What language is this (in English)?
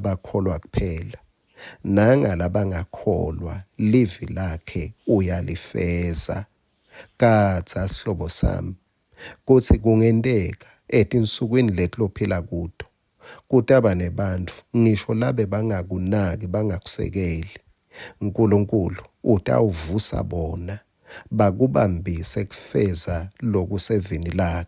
Swati